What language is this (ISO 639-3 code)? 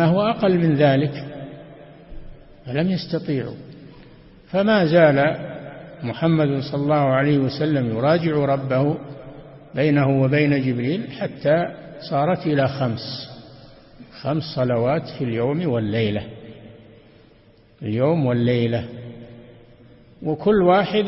ara